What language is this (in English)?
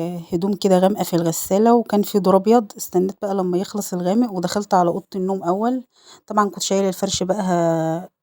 Egyptian Arabic